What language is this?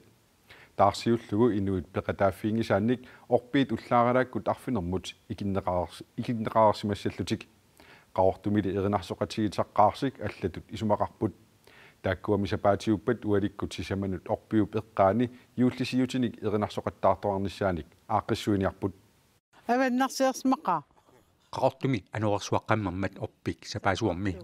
Kalaallisut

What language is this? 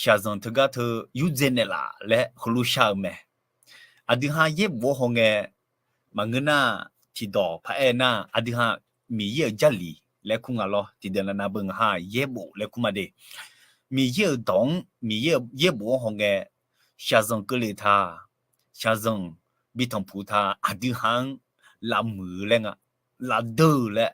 Akha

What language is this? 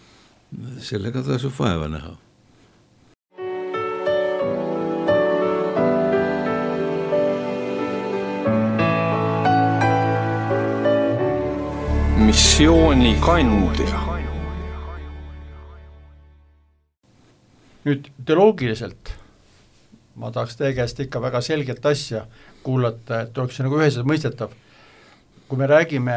Estonian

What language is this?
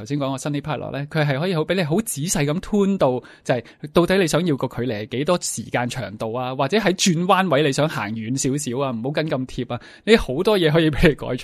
Cantonese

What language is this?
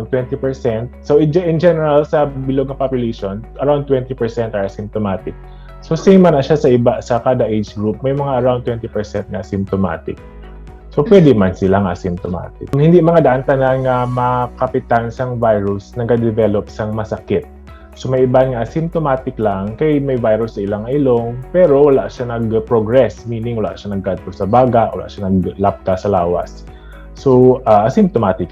Hiligaynon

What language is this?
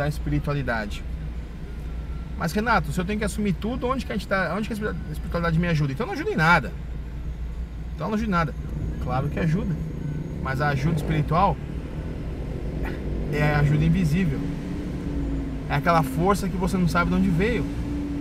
Portuguese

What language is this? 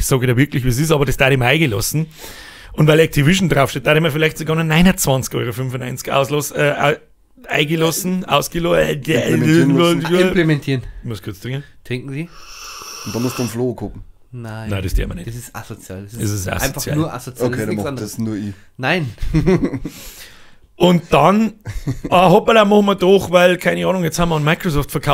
Bavarian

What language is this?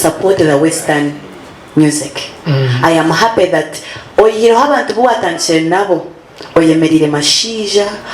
Nyankole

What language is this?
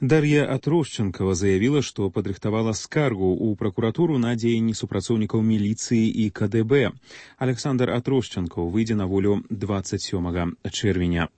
Belarusian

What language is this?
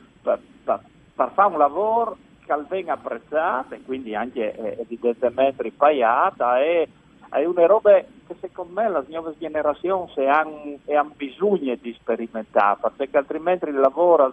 Friulian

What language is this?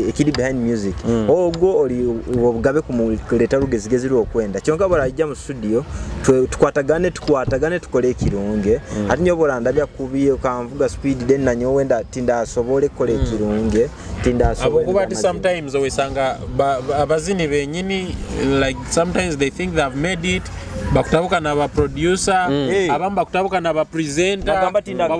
Nyoro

